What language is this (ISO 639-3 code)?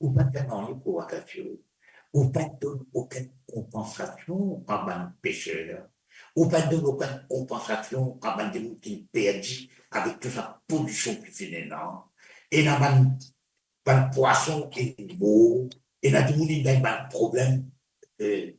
mfe